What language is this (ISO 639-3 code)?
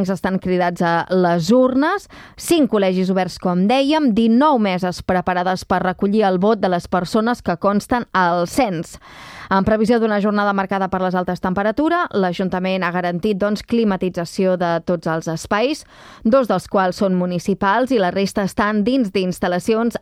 cat